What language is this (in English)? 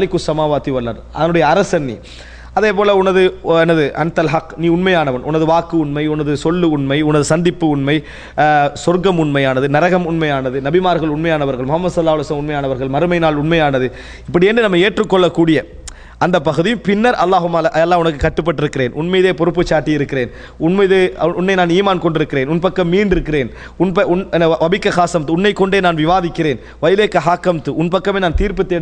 Tamil